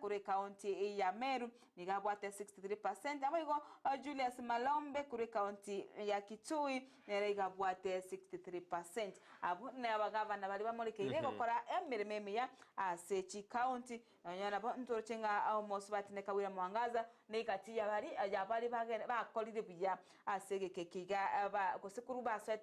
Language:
Gusii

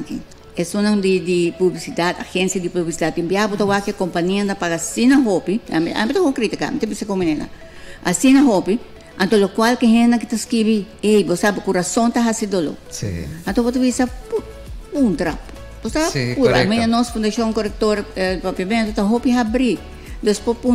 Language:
Papiamento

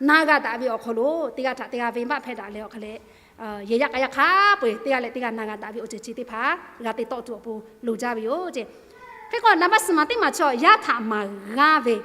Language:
Lahu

